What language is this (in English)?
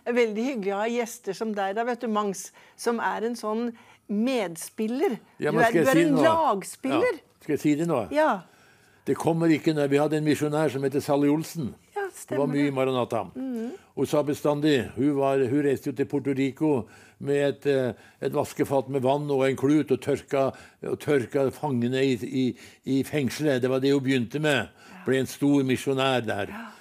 Norwegian